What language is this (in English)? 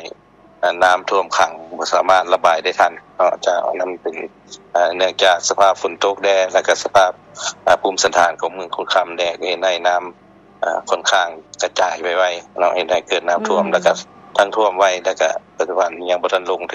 Lao